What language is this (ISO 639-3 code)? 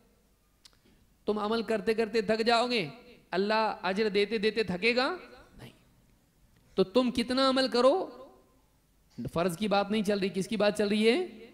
urd